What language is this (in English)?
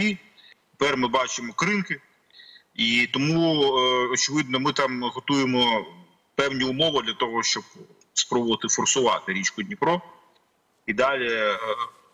Ukrainian